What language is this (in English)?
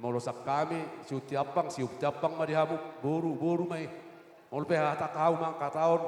Batak Toba